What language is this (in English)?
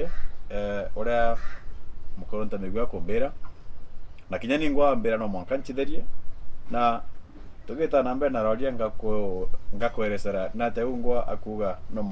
Meru